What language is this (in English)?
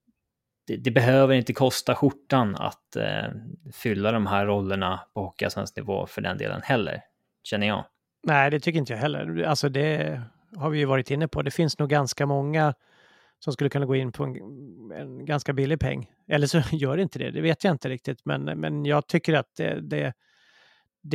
Swedish